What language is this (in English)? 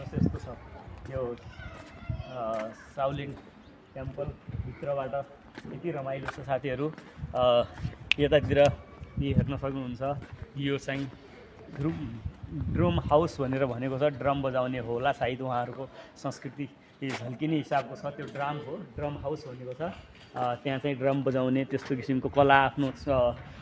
Nepali